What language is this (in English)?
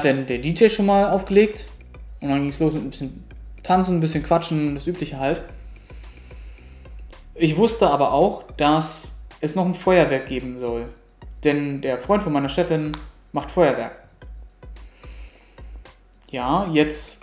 German